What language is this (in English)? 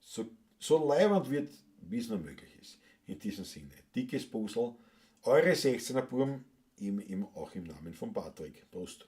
Bavarian